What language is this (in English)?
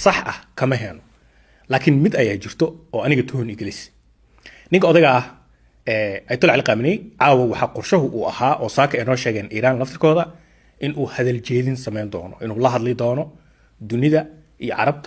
Somali